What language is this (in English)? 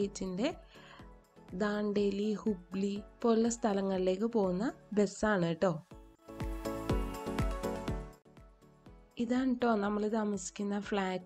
Malayalam